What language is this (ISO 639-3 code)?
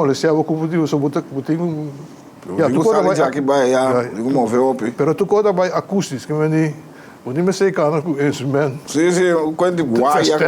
pap